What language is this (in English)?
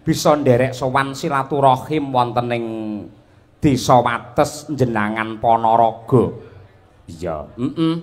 Javanese